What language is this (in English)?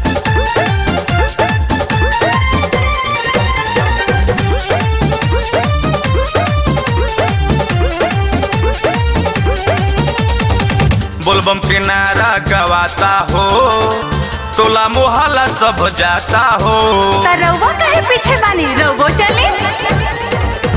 Bhojpuri